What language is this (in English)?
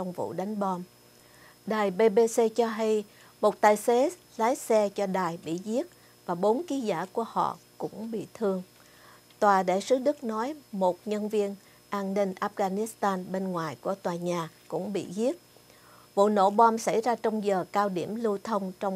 Vietnamese